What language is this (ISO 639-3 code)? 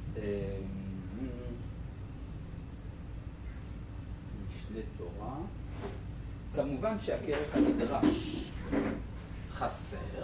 heb